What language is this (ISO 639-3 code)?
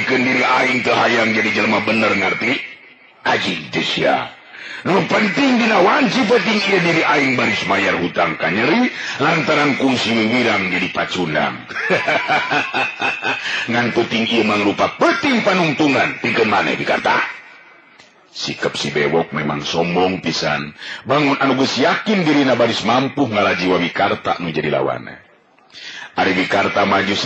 sun